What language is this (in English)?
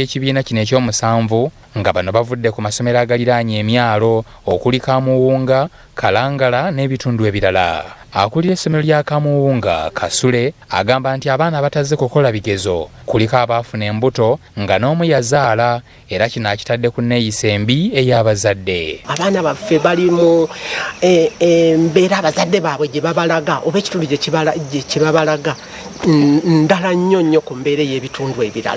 Ganda